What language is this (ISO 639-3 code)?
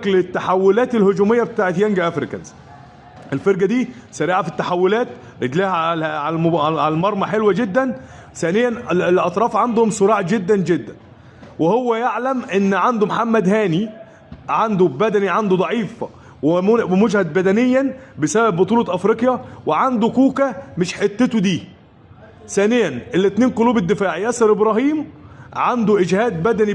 arz